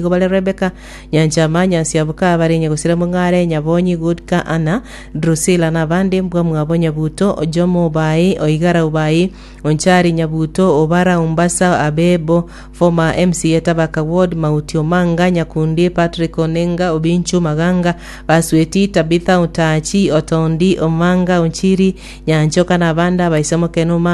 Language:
Gusii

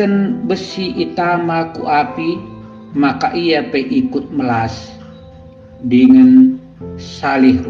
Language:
Batak Karo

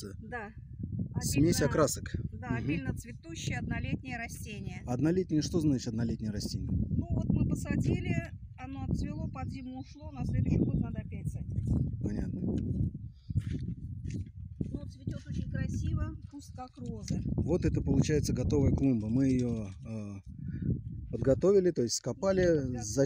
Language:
Russian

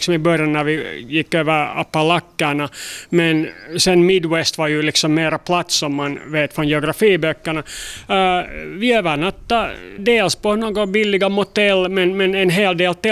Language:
Swedish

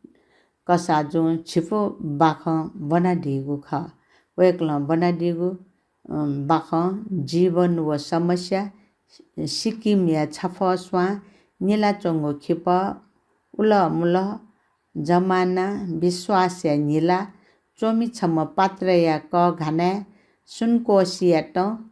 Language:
Newari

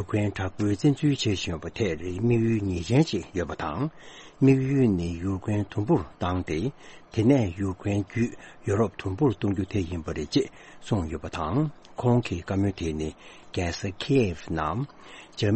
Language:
Tibetan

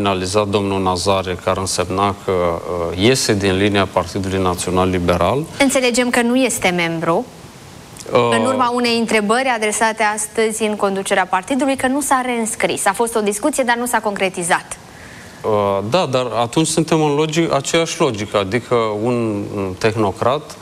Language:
Romanian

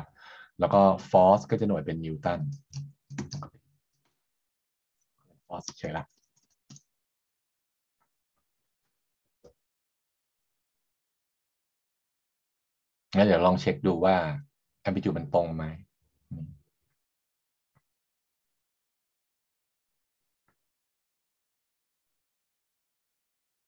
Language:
Thai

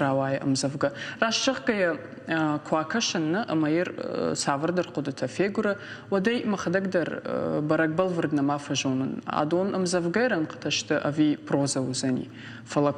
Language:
Ossetic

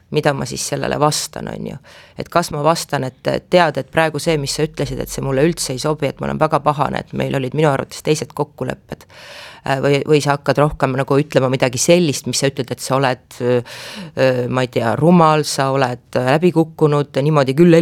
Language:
Estonian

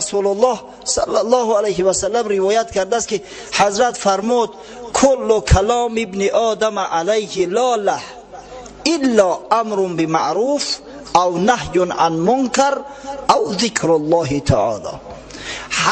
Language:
Tajik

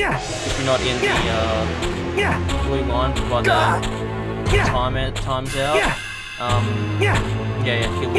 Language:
English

